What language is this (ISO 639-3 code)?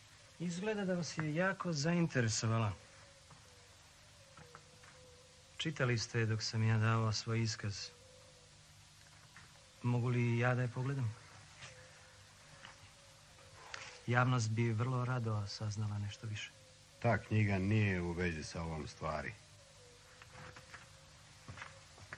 srp